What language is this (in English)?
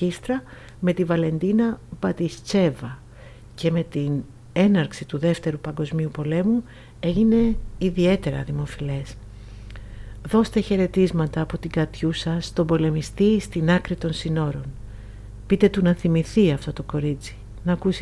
Greek